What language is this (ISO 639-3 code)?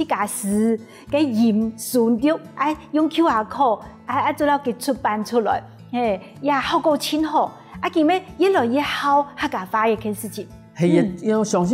hak